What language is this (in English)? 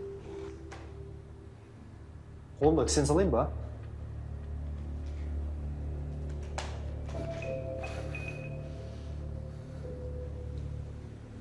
Kazakh